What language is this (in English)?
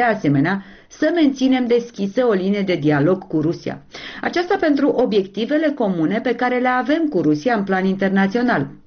Romanian